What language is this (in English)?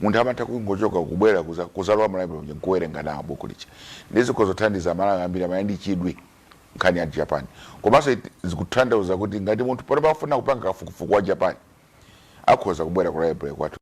Nyanja